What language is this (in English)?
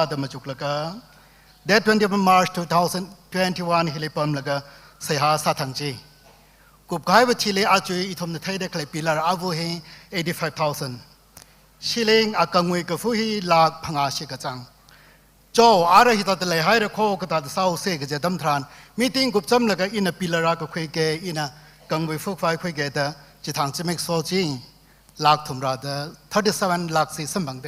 Tangkhul Naga (India)